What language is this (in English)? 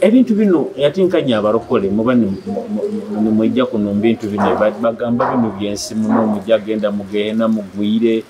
Nyoro